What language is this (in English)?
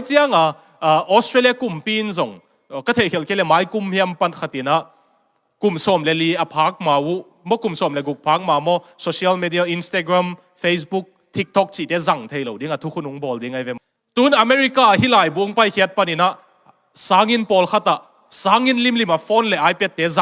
Tedim Chin